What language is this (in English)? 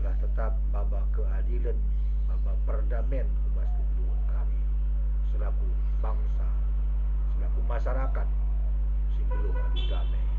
Batak Karo